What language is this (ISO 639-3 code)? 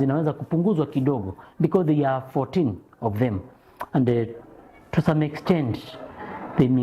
kam